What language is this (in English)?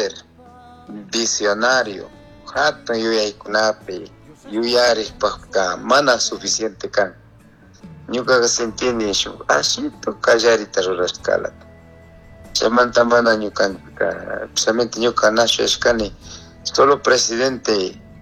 Chimborazo Highland Quichua